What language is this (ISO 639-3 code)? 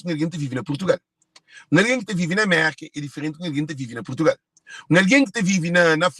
kea